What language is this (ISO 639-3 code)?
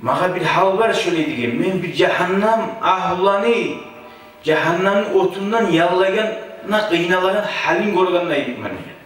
kum